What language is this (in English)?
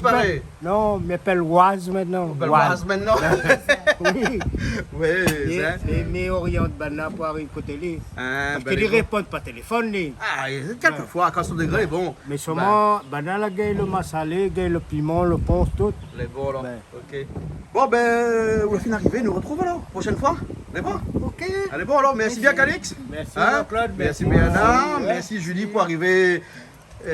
Réunion Creole French